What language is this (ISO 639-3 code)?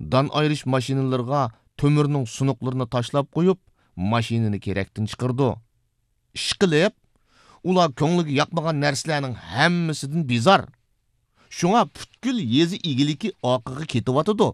uig